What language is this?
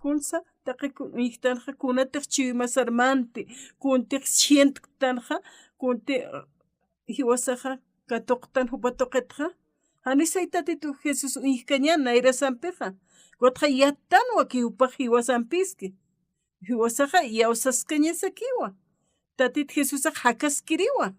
Aymara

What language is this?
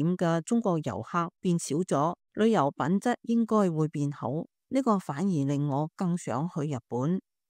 Cantonese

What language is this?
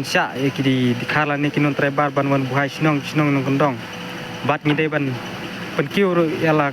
Khasi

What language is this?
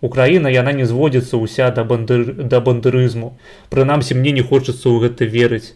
Belarusian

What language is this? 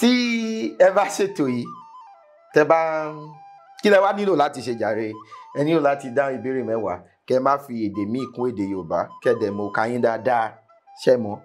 Yoruba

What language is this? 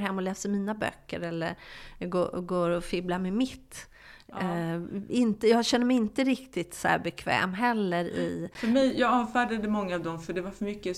Swedish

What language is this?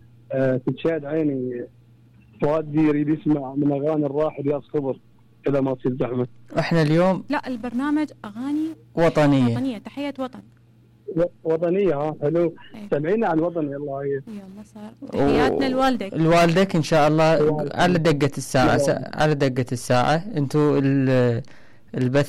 Mesopotamian Arabic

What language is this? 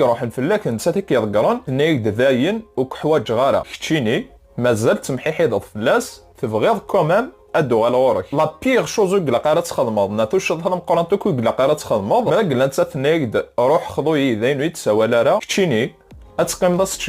Kabyle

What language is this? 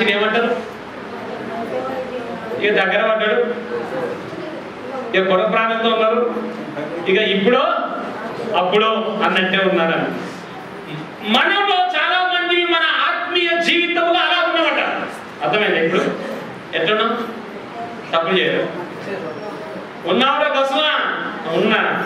Telugu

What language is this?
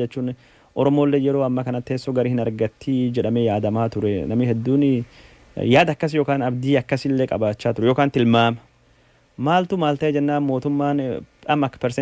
Oromo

